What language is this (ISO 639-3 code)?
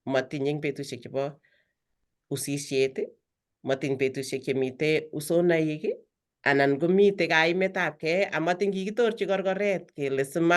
kln